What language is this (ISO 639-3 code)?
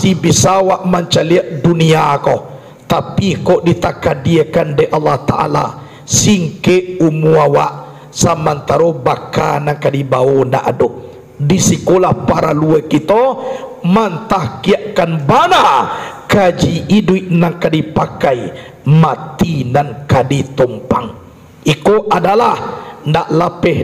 min